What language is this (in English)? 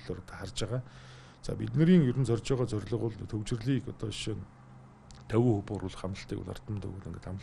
Mongolian